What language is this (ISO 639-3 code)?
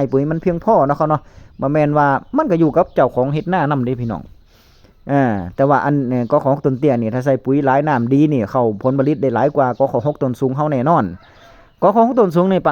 tts